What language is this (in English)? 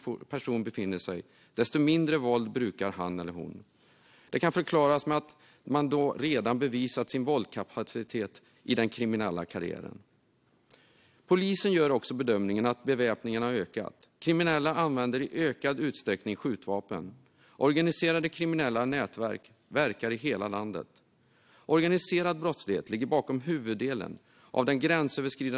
Swedish